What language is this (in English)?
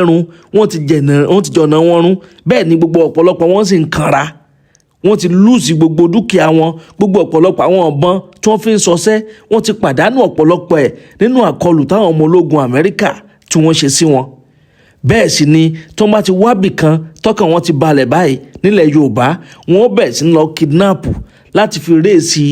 Yoruba